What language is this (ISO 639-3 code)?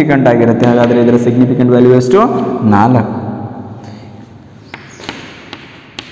kan